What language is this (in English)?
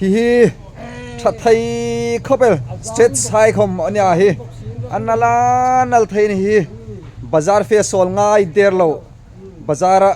Hmar